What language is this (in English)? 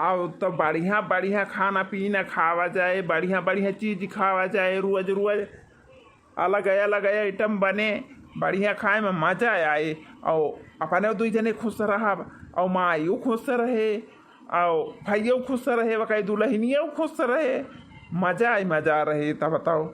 Awadhi